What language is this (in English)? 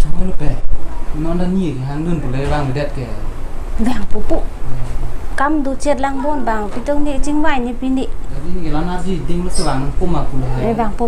Karbi